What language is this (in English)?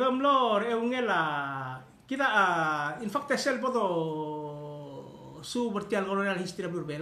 Palauan